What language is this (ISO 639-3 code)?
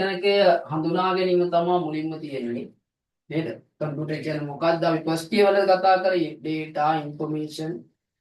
sin